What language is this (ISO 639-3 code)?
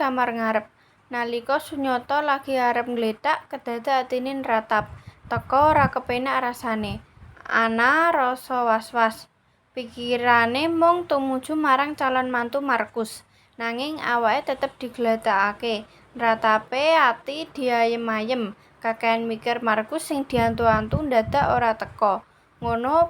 jav